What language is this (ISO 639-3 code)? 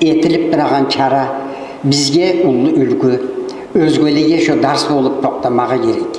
kum